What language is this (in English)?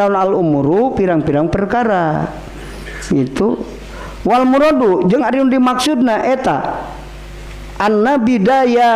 Sundanese